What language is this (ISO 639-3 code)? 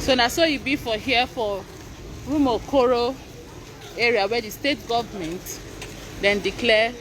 pcm